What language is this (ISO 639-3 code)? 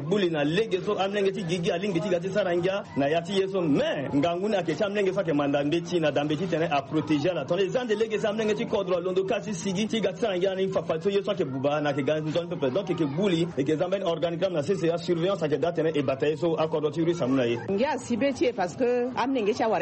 sag